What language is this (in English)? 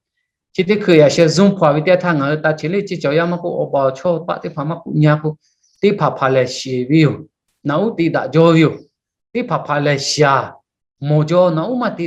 Lahu